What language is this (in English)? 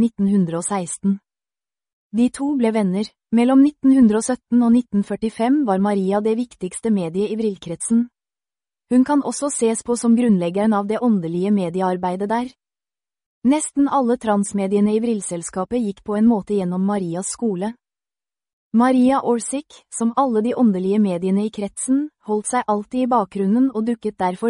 Norwegian